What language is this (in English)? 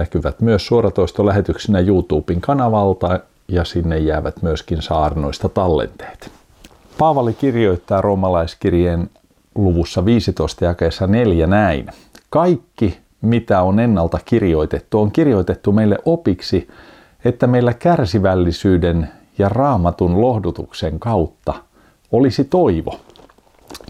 Finnish